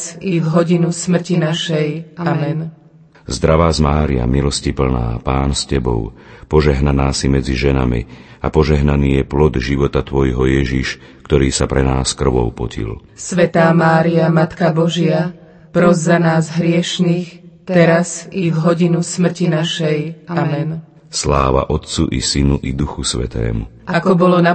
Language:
Slovak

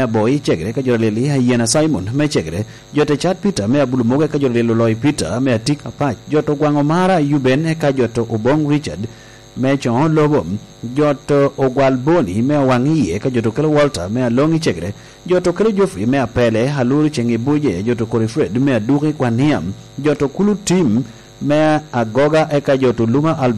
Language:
Lango (Uganda)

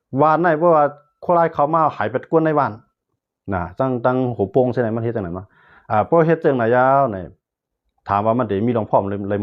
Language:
Shan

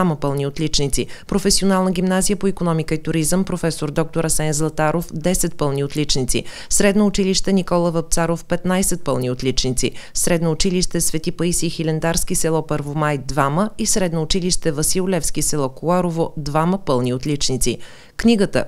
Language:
Bulgarian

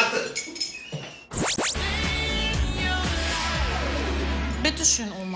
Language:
German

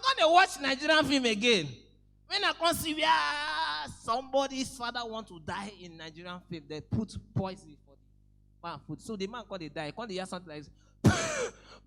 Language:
Nigerian Pidgin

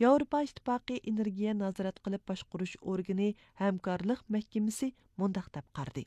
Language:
Uyghur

